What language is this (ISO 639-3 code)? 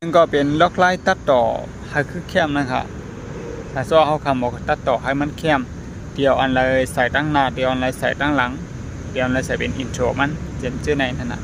shn